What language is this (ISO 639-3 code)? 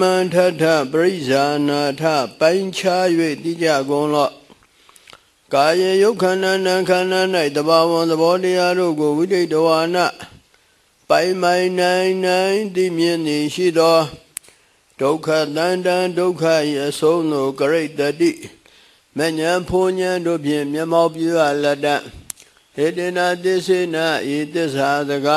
mya